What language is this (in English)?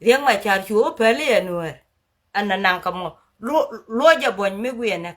Nuer